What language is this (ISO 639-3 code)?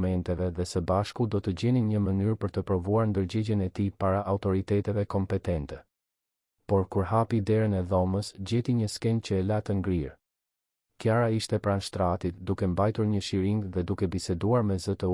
sqi